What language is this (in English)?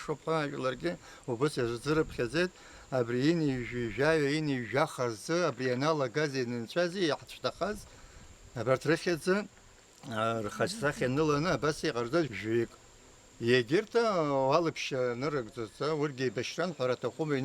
Abkhazian